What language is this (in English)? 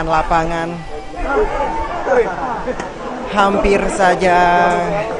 Indonesian